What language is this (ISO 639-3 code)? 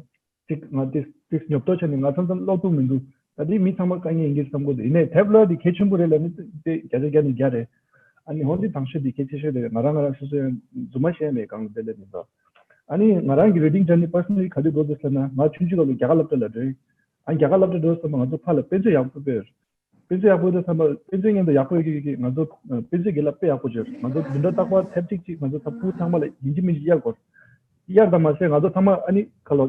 bod